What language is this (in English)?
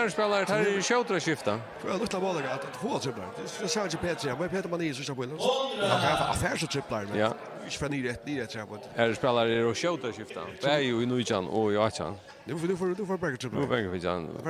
Faroese